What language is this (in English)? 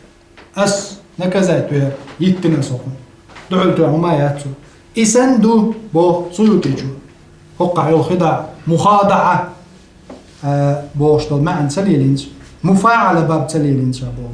Chechen